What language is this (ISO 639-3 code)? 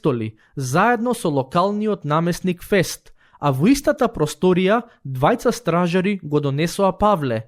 mkd